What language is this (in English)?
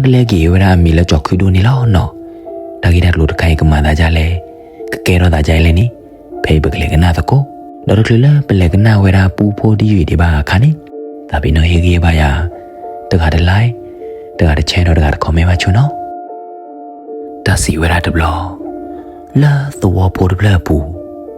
S'gaw Karen